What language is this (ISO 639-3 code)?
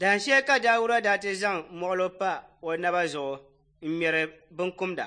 dag